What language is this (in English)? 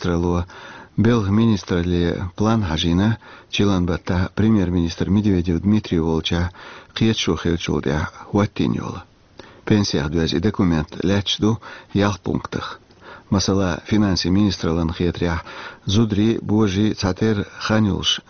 Chechen